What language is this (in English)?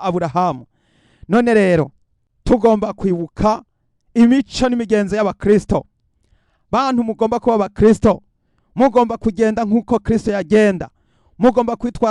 Rundi